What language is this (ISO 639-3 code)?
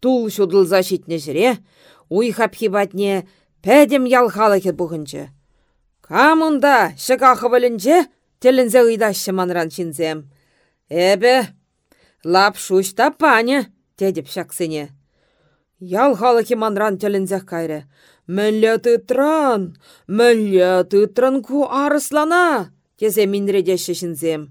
chv